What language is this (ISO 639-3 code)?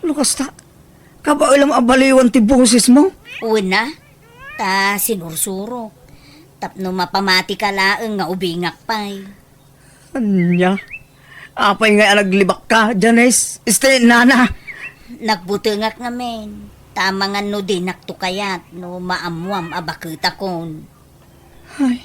ilo